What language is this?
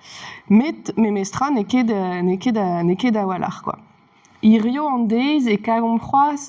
Breton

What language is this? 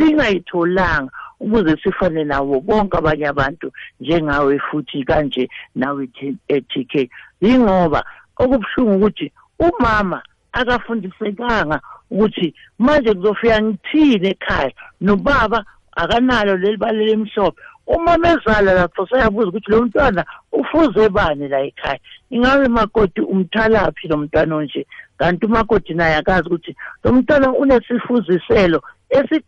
South Ndebele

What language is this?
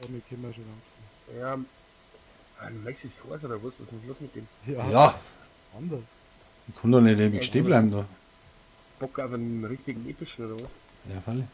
Bavarian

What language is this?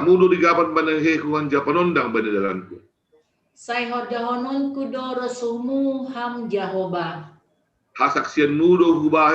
Batak Simalungun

